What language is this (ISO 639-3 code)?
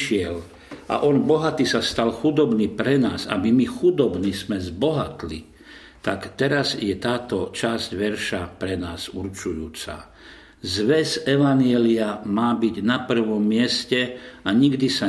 slk